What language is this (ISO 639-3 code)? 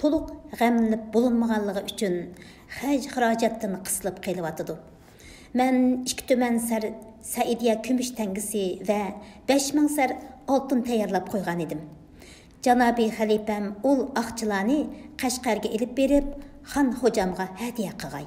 uig